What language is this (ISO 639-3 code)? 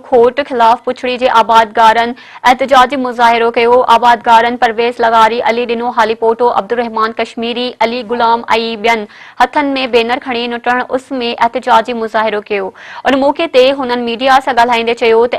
snd